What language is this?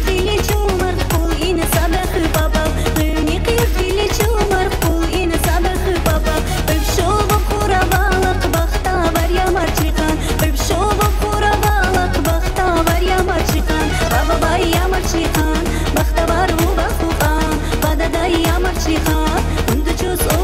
Tabassaran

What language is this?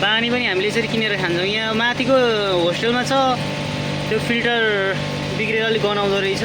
Nepali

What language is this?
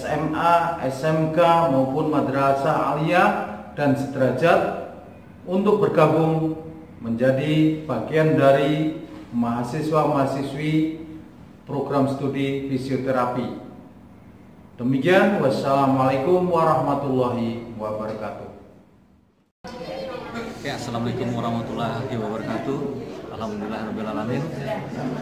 Indonesian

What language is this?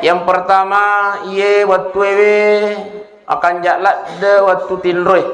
Buginese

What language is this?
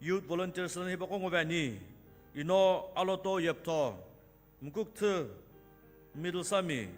Sumi Naga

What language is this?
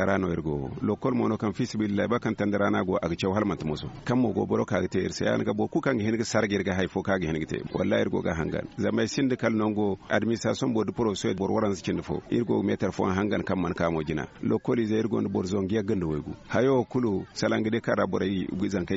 Zarma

